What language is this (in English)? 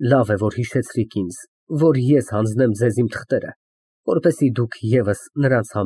Armenian